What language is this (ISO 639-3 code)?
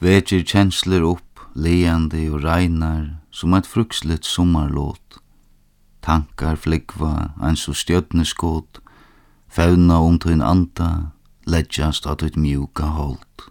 fao